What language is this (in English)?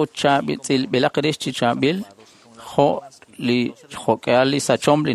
Kekchí